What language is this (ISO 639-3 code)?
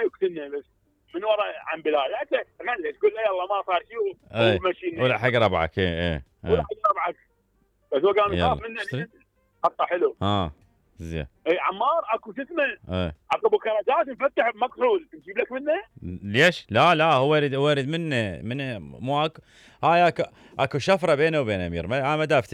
acm